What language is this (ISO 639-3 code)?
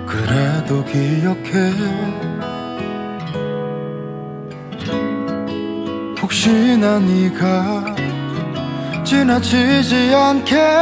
kor